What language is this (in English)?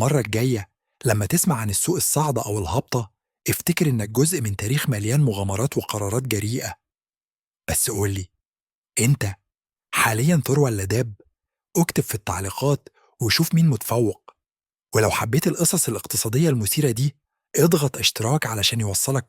Egyptian Arabic